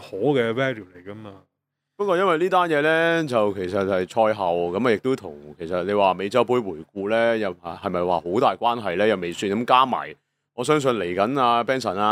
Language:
Cantonese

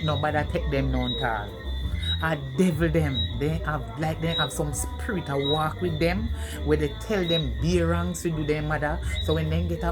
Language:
Jamaican Creole English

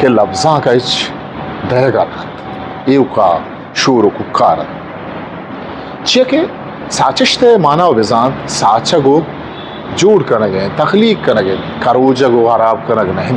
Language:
Eastern Balochi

